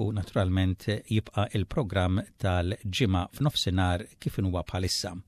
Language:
Maltese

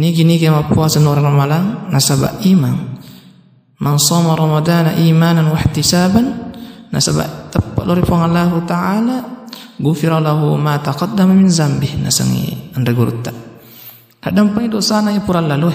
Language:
Buginese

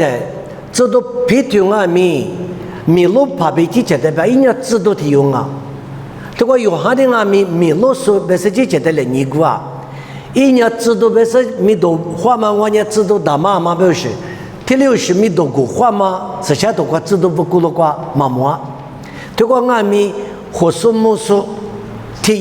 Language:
Lisu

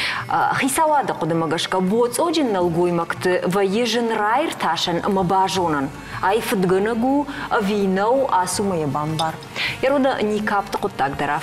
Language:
Ossetic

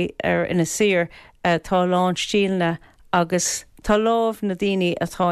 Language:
Irish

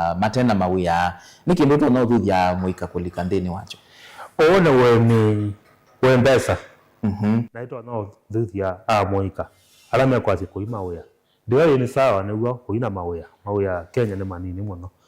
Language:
Kamba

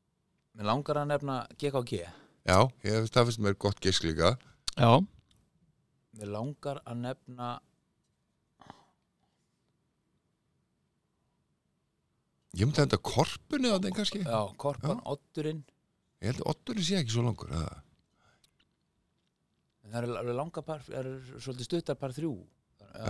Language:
Icelandic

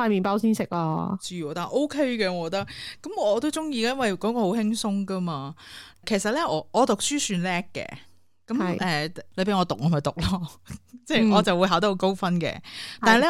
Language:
Cantonese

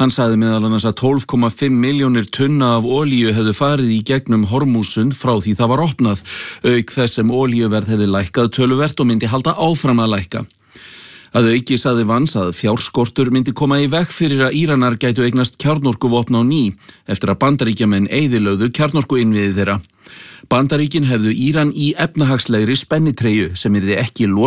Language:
Icelandic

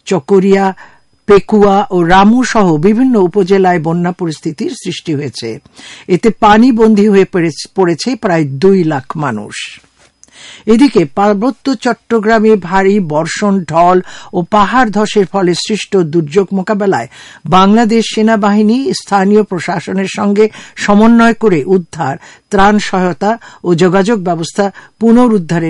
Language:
Bangla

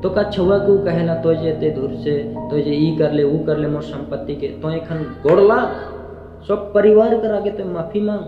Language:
Sadri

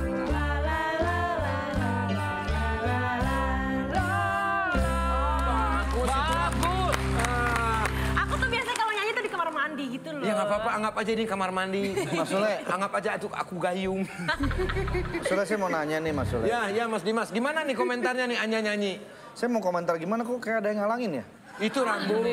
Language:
Indonesian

